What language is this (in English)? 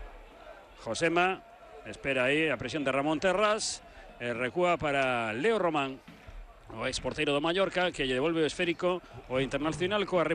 Galician